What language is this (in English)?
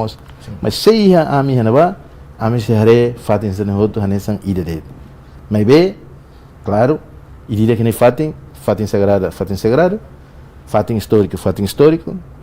Tetum